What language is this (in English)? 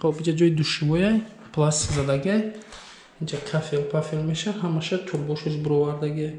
Tajik